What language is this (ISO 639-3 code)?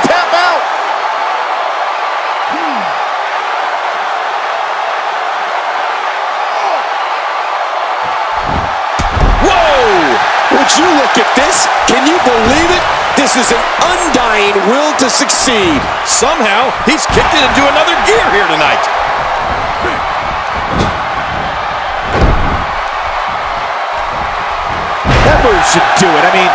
eng